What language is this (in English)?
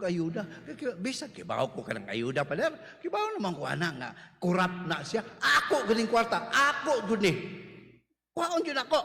Cebuano